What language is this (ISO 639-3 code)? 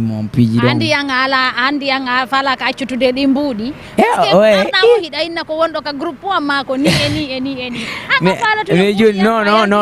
ful